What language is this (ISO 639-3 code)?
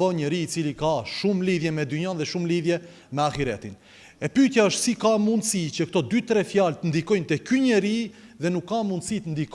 sqi